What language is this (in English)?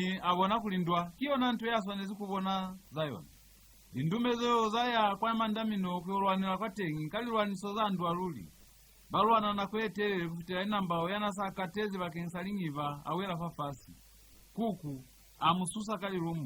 Lozi